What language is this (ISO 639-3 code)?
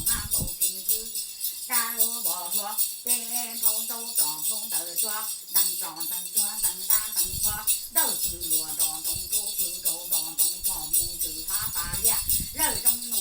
hmn